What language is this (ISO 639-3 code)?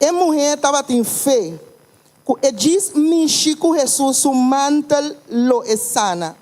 pap